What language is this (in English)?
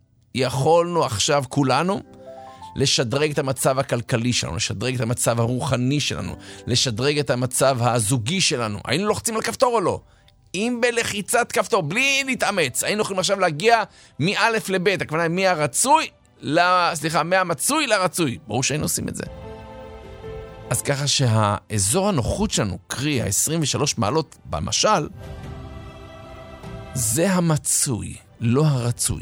Hebrew